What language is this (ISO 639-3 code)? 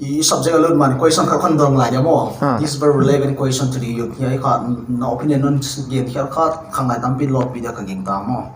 pck